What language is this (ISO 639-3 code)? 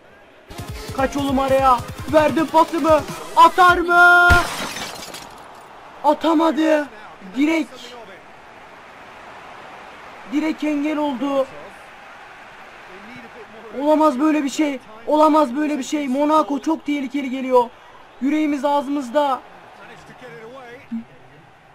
tur